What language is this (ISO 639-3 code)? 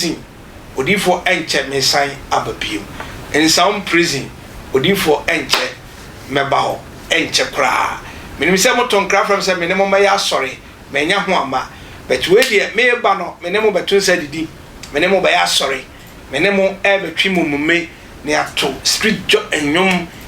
aka